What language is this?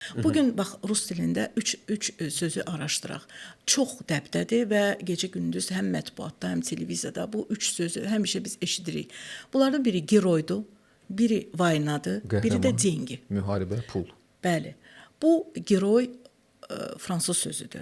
Azerbaijani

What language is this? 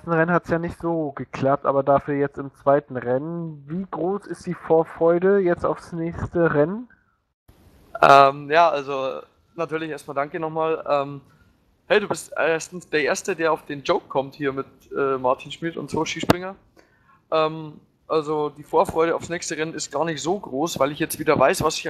German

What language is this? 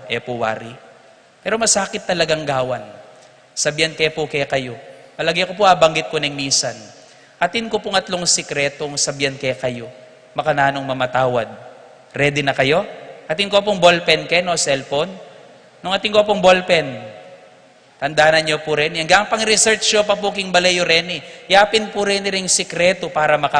Pampanga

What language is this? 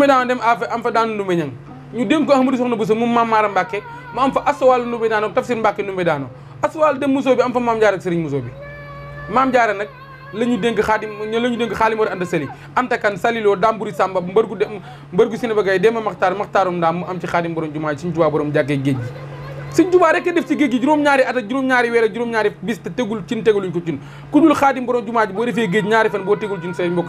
Wolof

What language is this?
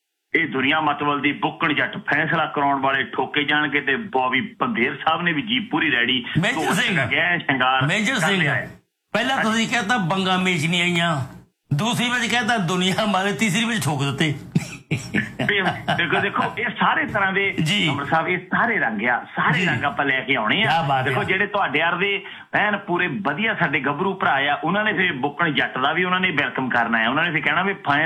Punjabi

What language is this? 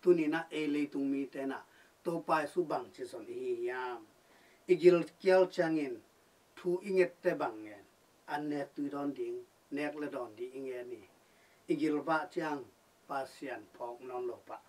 Tedim Chin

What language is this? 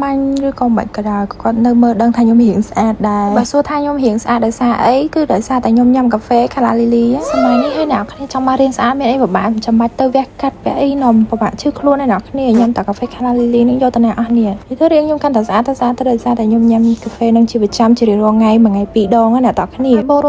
Khmer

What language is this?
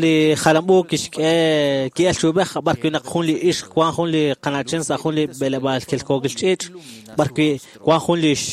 Kekchí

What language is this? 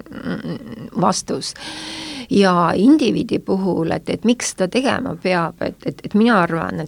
Estonian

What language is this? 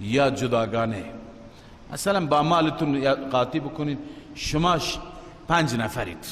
Persian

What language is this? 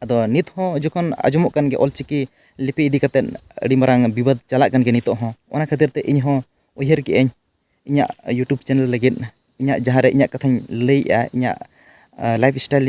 Santali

